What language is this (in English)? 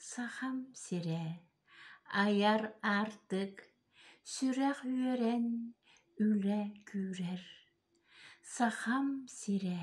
Yakut